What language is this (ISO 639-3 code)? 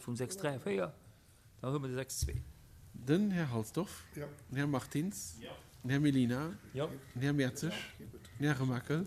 ltz